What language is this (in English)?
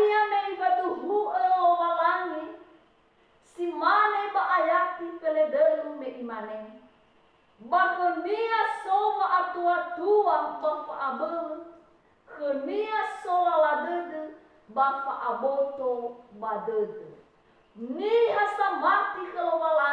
Nias